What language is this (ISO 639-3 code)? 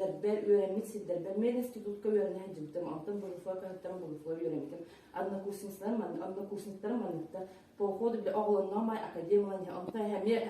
sah